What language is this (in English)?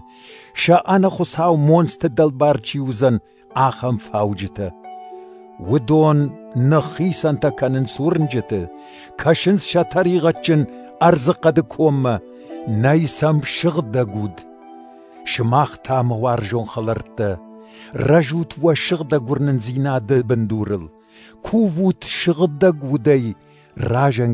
Ossetic